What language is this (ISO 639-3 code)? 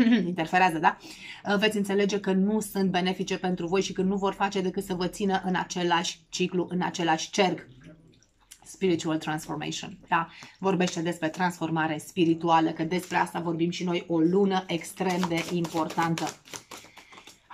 ron